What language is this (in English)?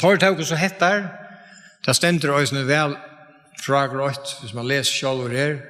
Faroese